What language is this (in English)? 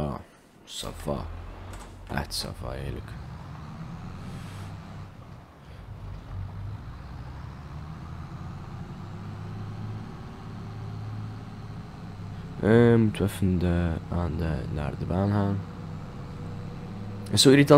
Dutch